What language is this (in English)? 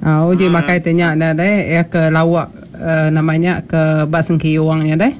Iban